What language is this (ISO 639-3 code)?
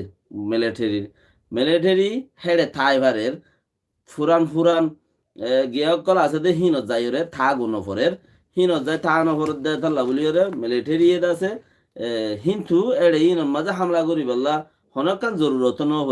rhg